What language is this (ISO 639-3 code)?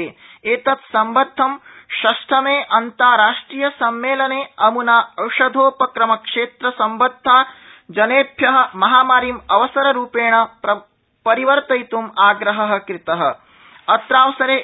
san